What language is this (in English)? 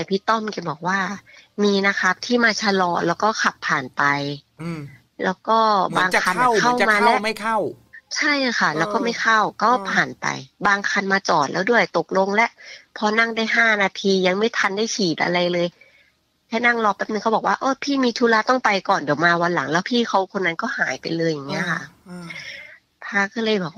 Thai